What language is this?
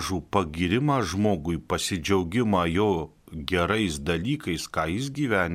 Lithuanian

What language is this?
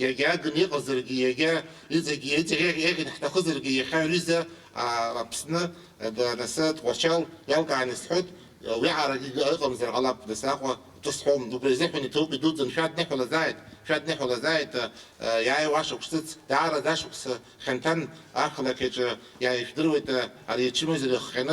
Abkhazian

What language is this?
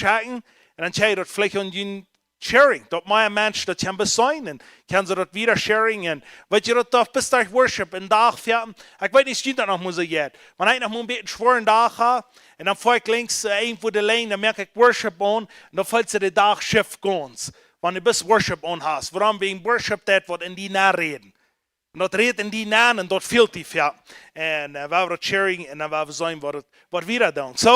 Plautdietsch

